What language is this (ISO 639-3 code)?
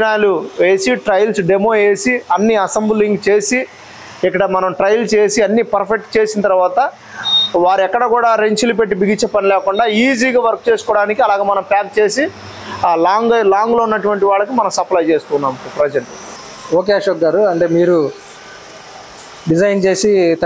tel